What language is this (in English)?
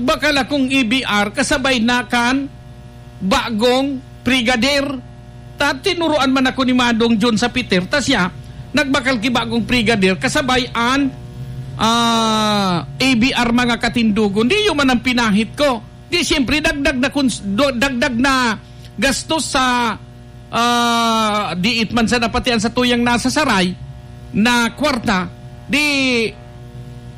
Bikol